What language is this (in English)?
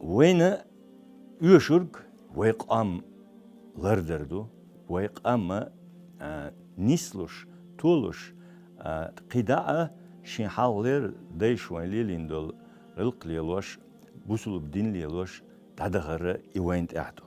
Chechen